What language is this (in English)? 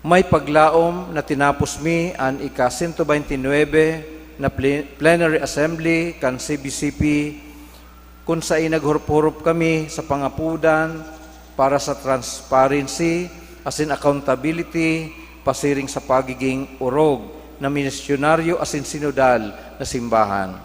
Bikol